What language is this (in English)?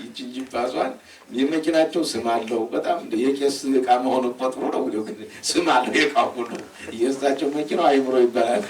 Amharic